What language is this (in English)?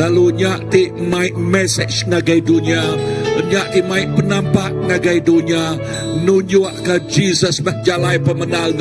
Iban